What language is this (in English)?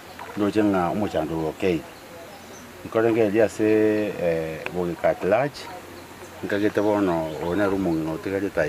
Gusii